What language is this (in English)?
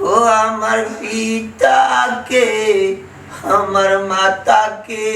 Sylheti